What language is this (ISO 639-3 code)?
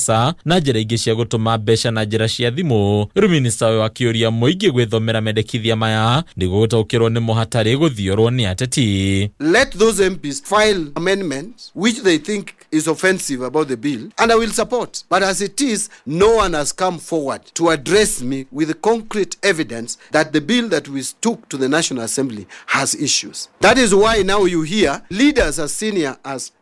kik